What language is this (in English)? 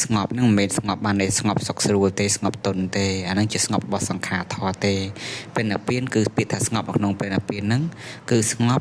Khmer